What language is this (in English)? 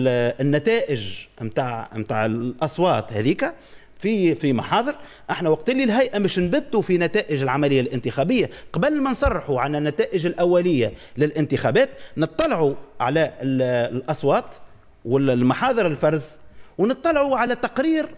Tunisian Arabic